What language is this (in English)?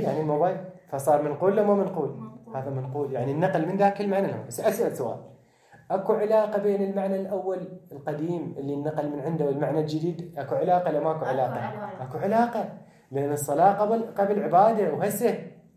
Mesopotamian Arabic